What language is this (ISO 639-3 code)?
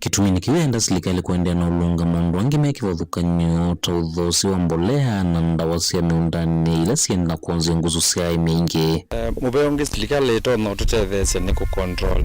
kam